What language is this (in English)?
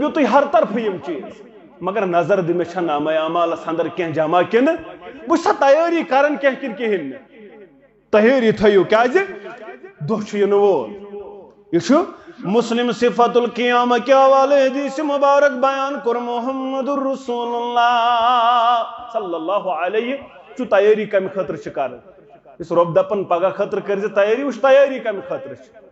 Kashmiri